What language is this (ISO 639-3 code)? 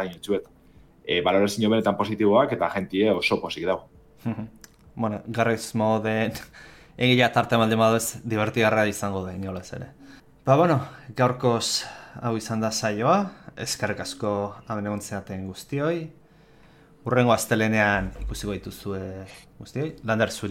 eus